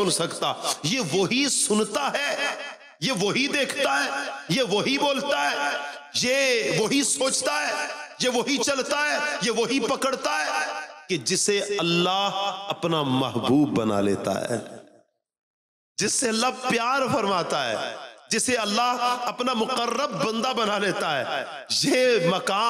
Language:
Urdu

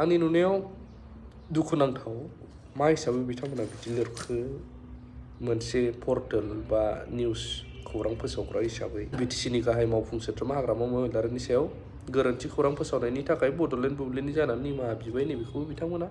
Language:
Bodo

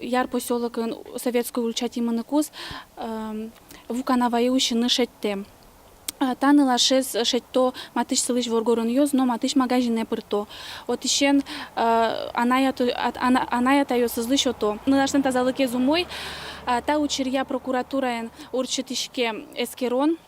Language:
Udmurt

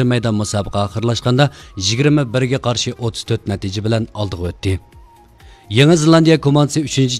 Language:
Uyghur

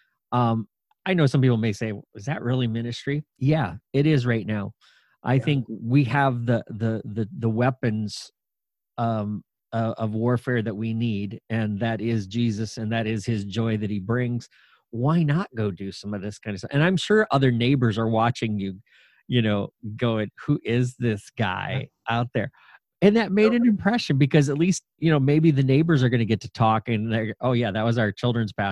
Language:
English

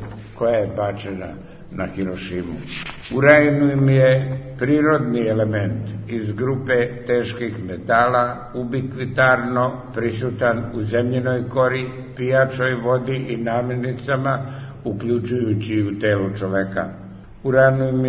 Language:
Serbian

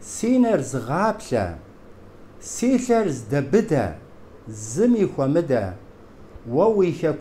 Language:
Kabardian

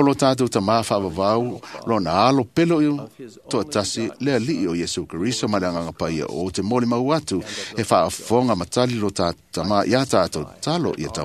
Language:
Samoan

